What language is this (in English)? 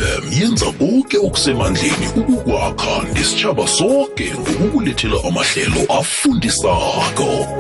South Ndebele